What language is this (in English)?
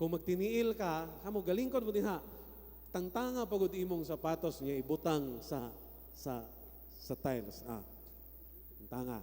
Cebuano